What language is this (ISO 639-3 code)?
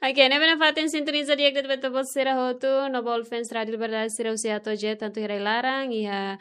tet